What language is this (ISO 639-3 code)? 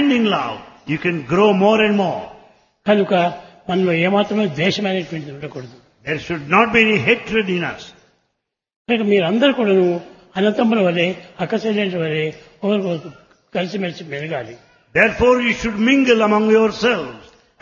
tel